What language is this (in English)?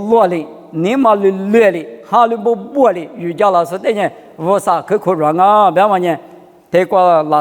Lisu